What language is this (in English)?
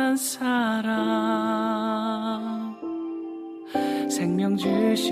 Korean